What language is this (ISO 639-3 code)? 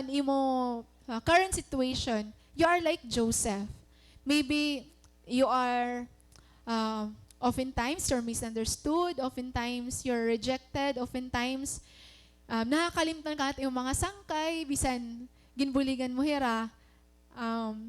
war